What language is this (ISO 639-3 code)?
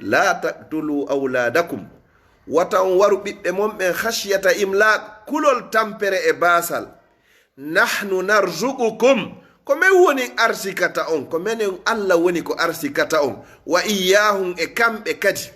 ful